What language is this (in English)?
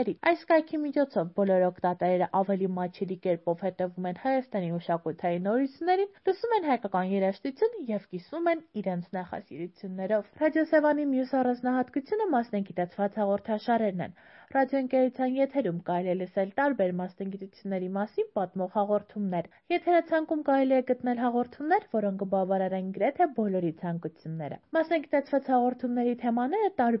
Armenian